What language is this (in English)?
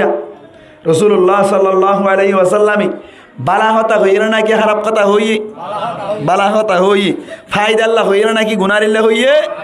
Rohingya